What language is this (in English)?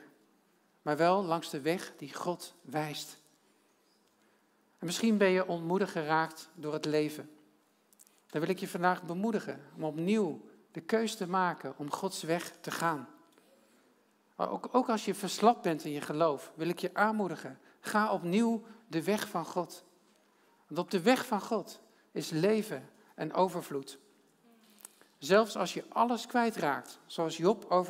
Dutch